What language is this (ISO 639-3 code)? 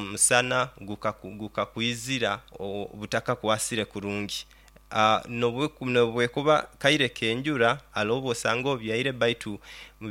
nyo